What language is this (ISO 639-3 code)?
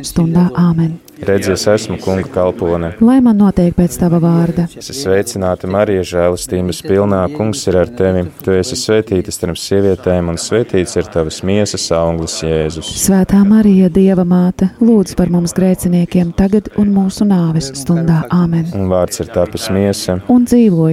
lav